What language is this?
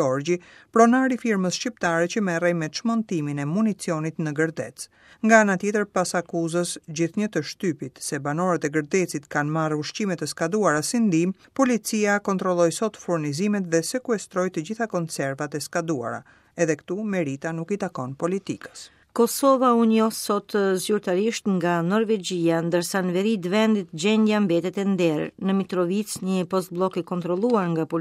Albanian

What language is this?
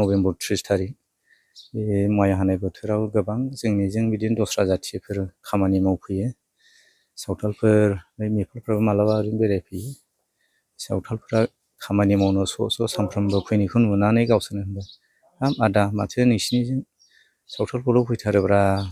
Bodo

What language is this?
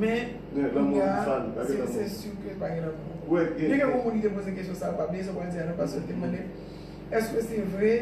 Haitian Creole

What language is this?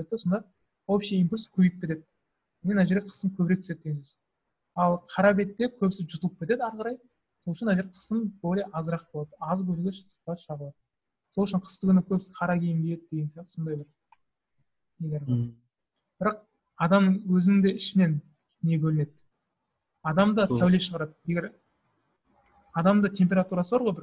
Kazakh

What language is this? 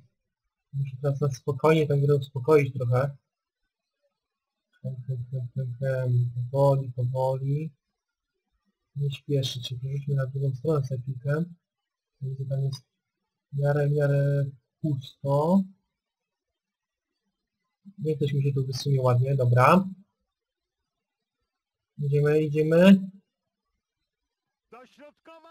Polish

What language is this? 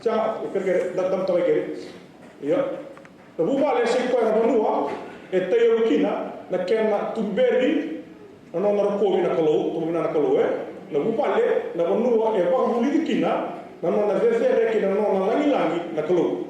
Fijian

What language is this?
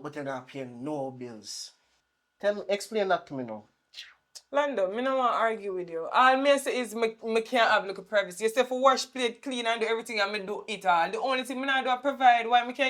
Jamaican Creole English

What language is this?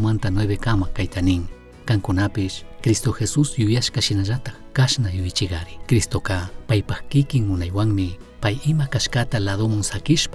Chimborazo Highland Quichua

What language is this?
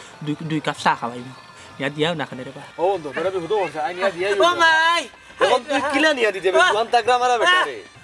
Sylheti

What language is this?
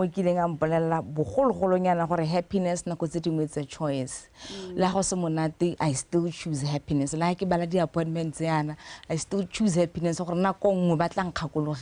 Tswana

